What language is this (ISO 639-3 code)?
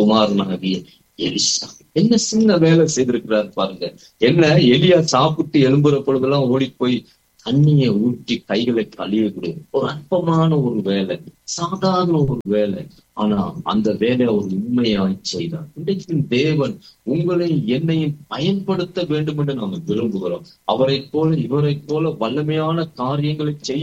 tam